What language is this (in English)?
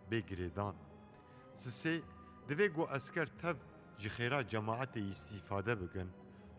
Kurdish